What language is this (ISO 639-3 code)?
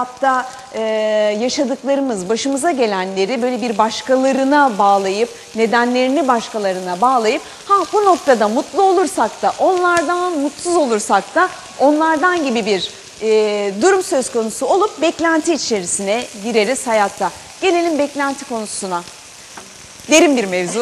tur